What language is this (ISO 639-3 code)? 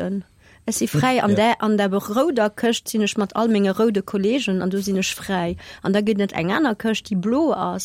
ltz